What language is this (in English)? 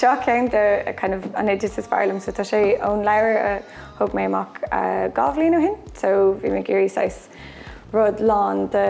Irish